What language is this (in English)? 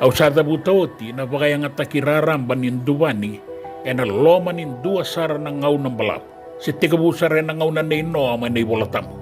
Fijian